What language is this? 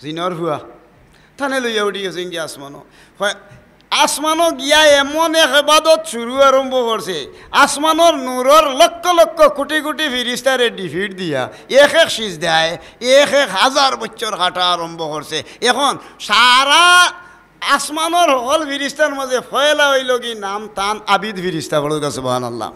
Sylheti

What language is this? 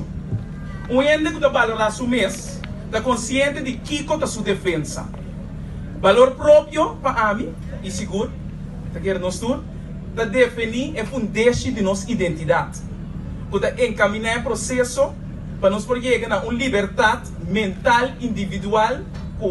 Papiamento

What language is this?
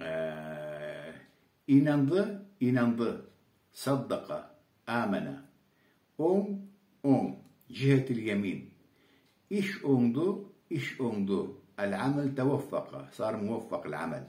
Karachay-Balkar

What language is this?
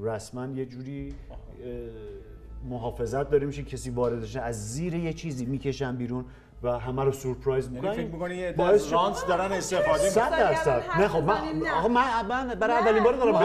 Persian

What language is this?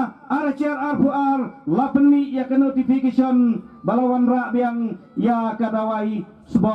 Khasi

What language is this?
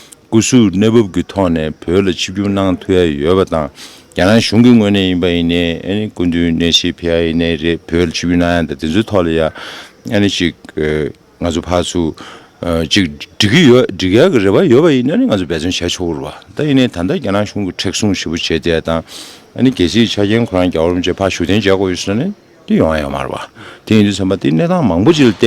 Tibetan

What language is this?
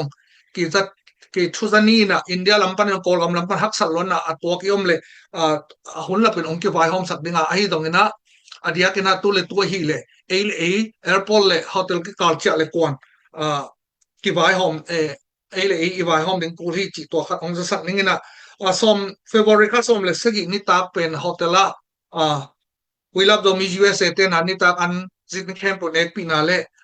Tedim Chin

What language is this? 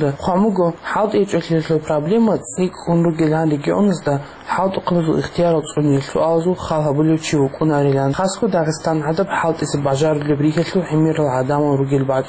Avaric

